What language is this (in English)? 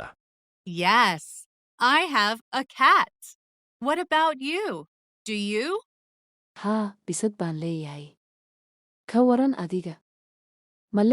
Somali